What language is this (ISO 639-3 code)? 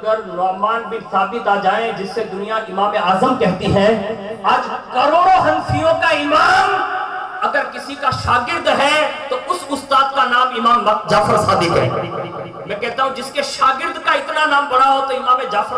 urd